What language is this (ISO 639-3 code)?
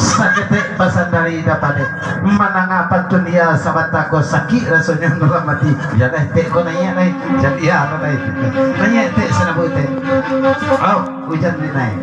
min